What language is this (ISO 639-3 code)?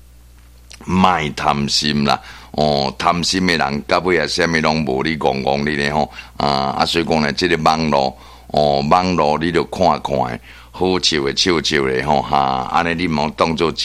nan